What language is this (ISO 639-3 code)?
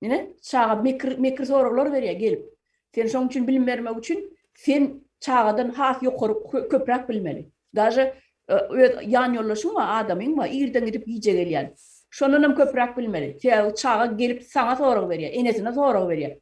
tuk